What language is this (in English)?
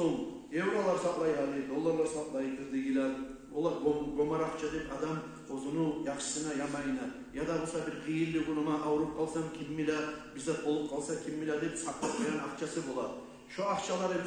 Kumyk